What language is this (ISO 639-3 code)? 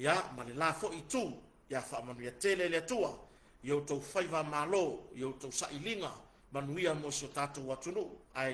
smo